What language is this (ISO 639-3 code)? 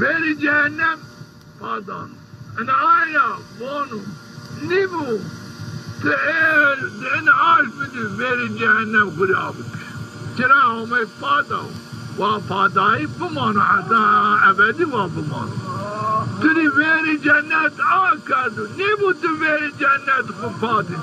zza